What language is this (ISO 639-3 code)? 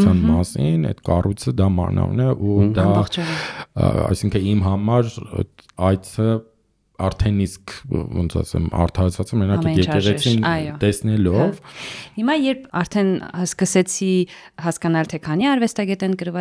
hye